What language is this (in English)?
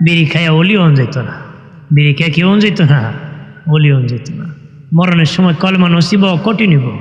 Sylheti